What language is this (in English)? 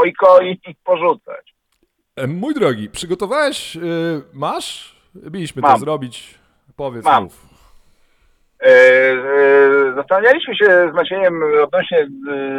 Polish